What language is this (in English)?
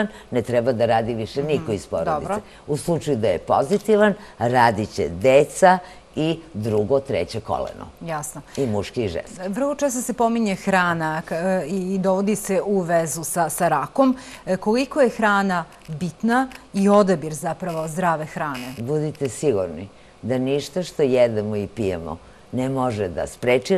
Serbian